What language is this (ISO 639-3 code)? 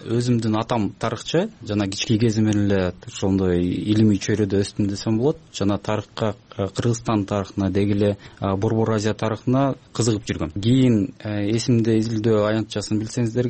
kir